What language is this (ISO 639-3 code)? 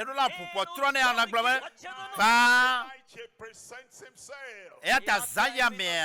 ewe